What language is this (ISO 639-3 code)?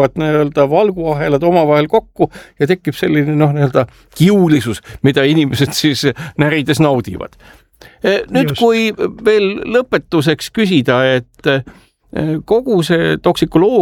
est